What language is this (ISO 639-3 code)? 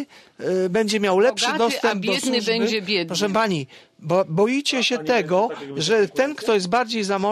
pol